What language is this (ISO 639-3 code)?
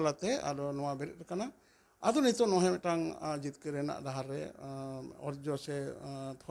sat